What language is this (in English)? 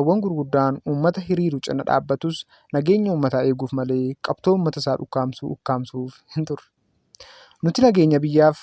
Oromo